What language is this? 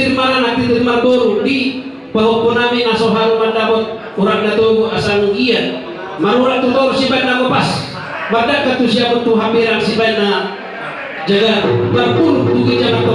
Batak Toba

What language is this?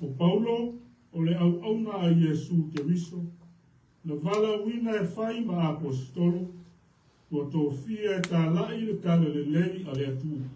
Samoan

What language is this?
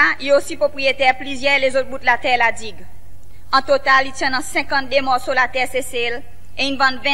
Seselwa Creole French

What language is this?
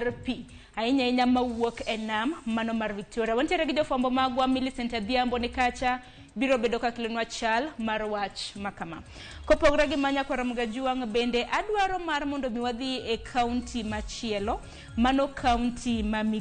Luo (Kenya and Tanzania)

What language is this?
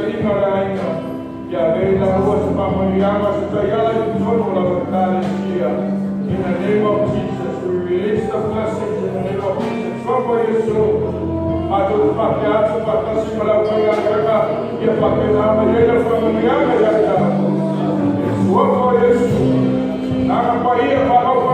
Samoan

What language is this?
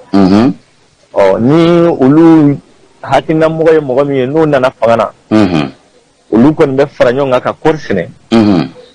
Bambara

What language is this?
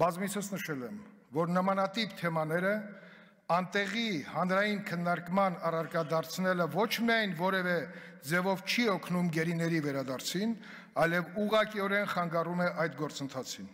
Armenian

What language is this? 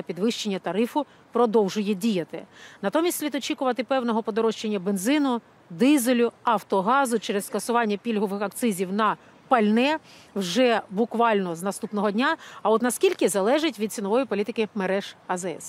Ukrainian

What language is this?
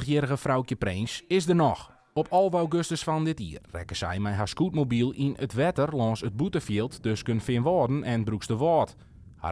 Western Frisian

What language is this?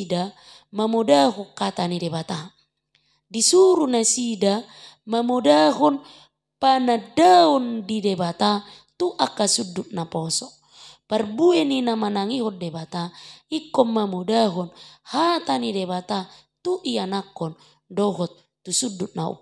Batak Toba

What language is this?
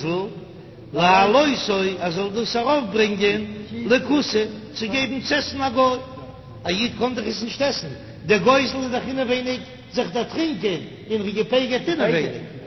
Yiddish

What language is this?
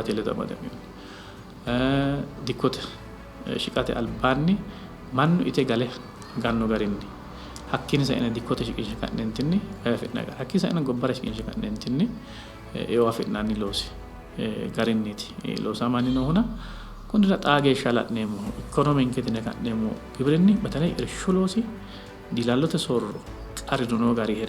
Sidamo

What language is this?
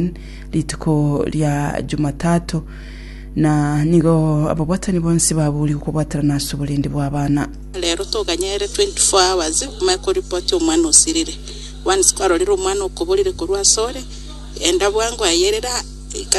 Gusii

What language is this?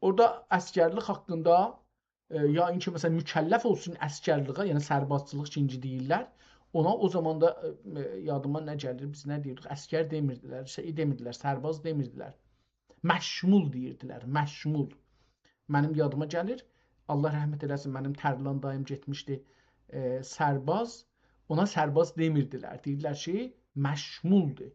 South Azerbaijani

